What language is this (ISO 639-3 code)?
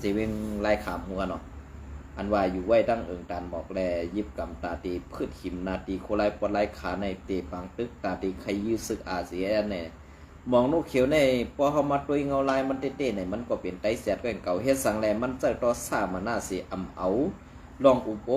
shn